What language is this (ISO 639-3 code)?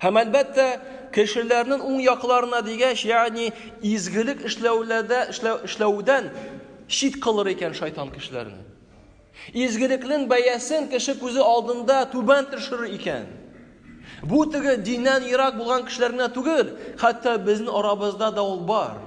tat